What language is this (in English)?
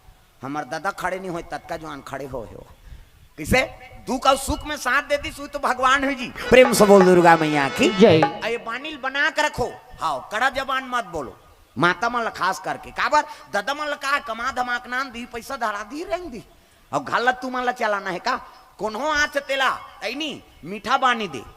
Chhattisgarhi